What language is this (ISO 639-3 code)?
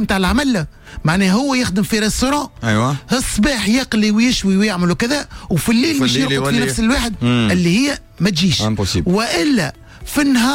aeb